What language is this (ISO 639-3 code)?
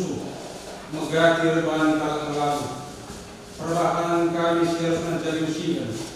btx